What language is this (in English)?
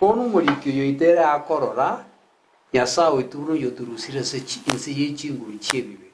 Gusii